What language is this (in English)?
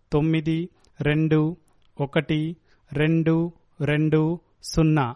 Telugu